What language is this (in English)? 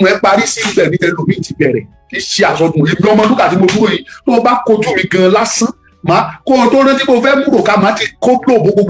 Yoruba